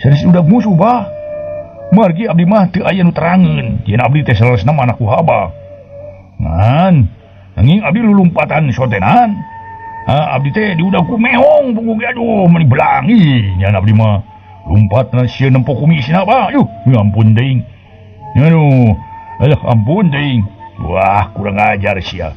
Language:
Sundanese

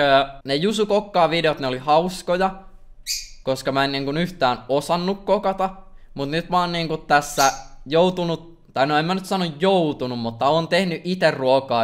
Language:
Finnish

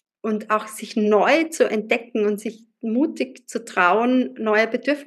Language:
German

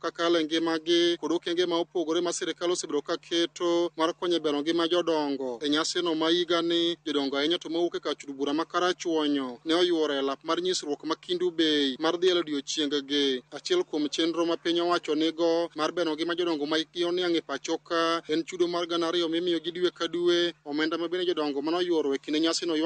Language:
Luo (Kenya and Tanzania)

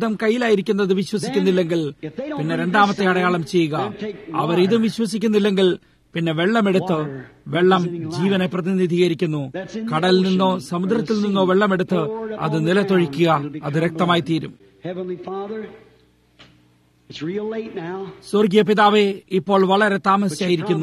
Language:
Malayalam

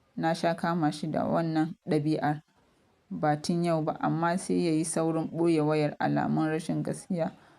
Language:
Hausa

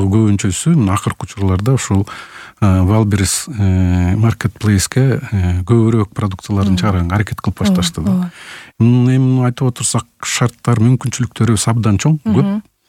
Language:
Kyrgyz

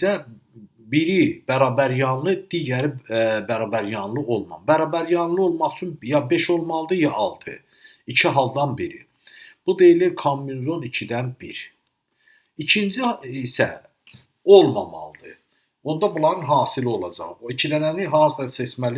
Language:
Azerbaijani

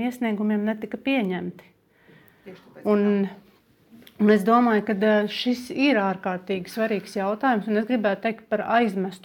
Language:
Latvian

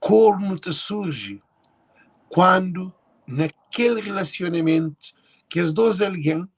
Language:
Kabuverdianu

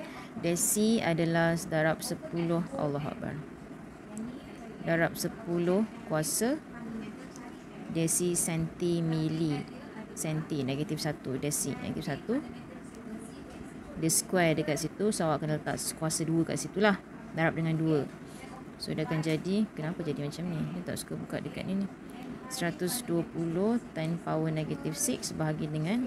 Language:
Malay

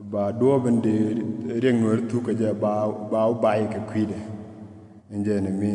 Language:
Nuer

